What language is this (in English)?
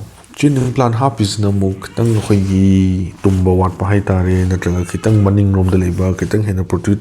Manipuri